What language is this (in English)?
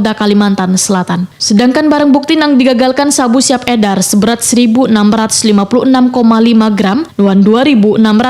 Banjar